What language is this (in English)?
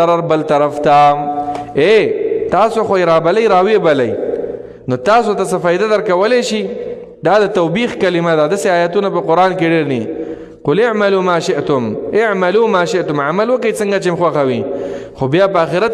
Pashto